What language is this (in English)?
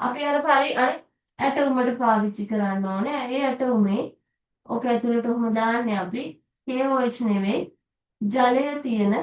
Sinhala